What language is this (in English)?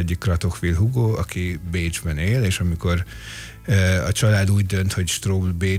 Hungarian